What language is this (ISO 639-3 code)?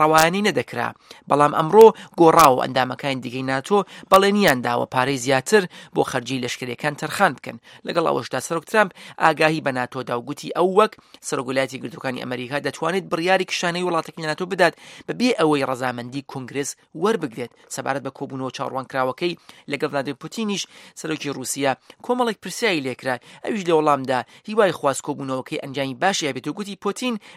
ckb